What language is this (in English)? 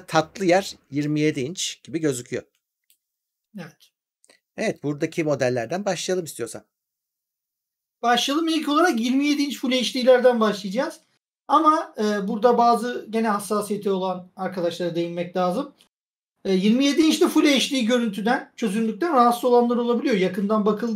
Turkish